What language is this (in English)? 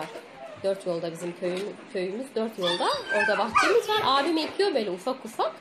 Turkish